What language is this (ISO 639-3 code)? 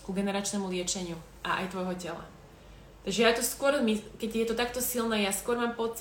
slk